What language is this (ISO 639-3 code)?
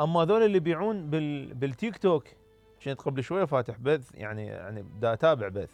acm